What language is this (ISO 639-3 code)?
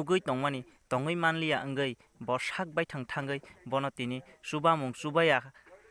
trp